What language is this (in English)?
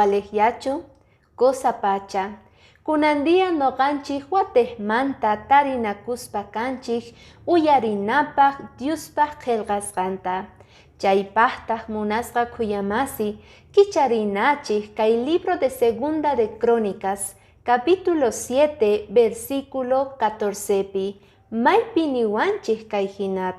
Quechua